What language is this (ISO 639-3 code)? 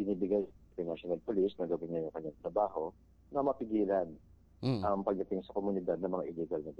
fil